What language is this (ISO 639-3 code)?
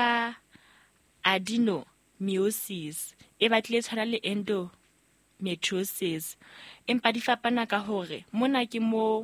sot